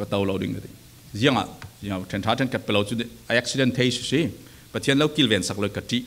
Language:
Falam Chin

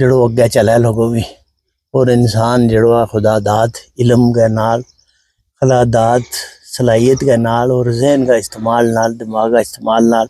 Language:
Gujari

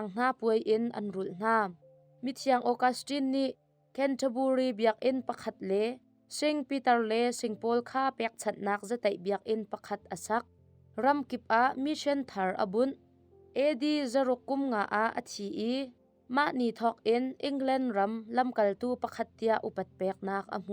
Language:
Hakha Chin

